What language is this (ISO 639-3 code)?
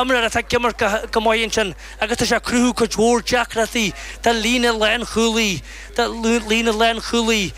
gle